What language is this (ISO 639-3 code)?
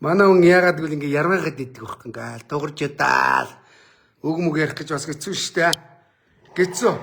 mon